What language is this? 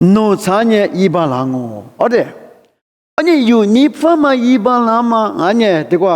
Lisu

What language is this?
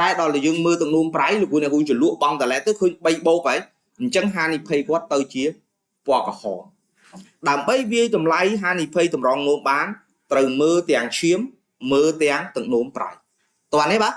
Khmer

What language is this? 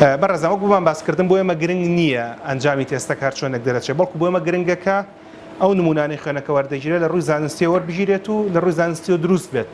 Central Kurdish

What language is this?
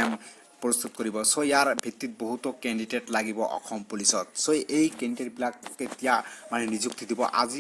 Assamese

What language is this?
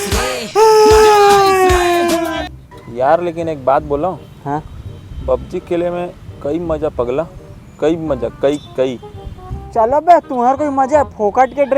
Chhattisgarhi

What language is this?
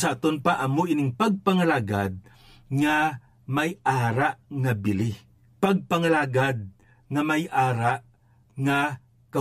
Hiligaynon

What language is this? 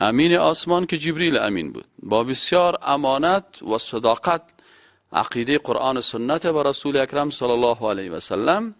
Persian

